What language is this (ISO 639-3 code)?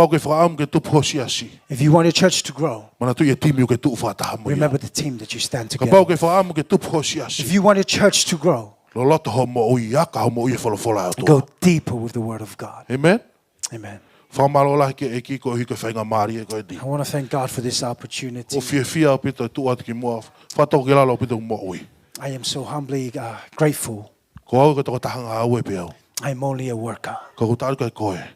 ton